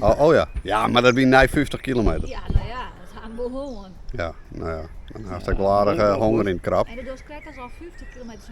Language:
Western Frisian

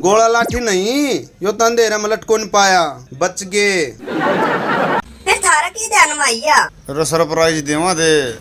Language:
Haryanvi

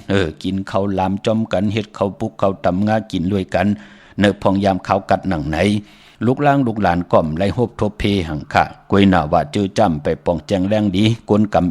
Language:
Shan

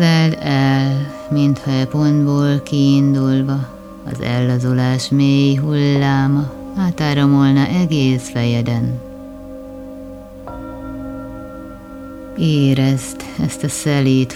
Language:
Hungarian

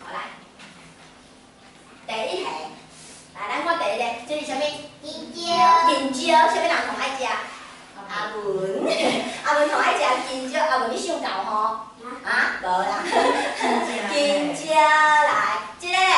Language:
Min Nan Chinese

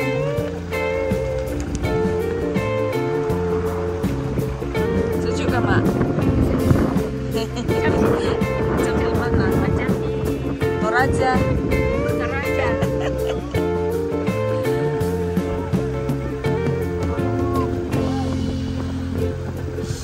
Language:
Indonesian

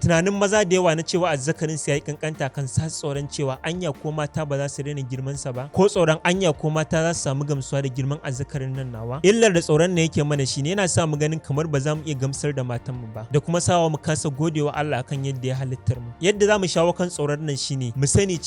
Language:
Hausa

